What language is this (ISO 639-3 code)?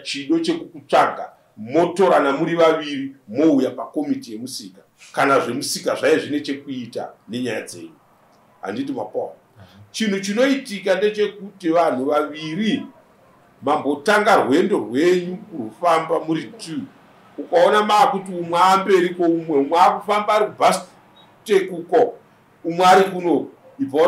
sna